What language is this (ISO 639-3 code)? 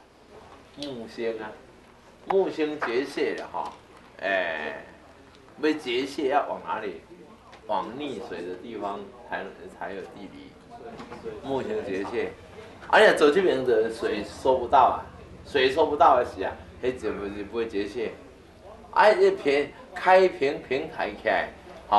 zho